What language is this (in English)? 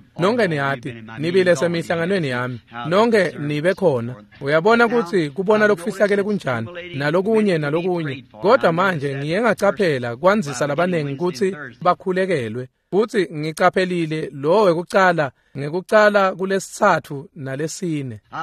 Swati